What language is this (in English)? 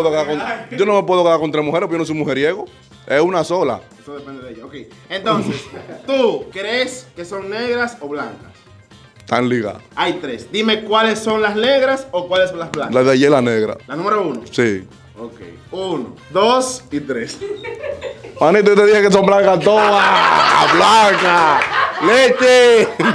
Spanish